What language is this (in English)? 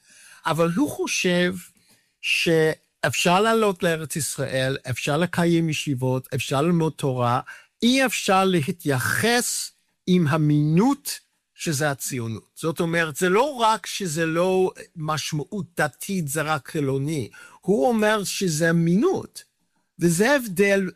Hebrew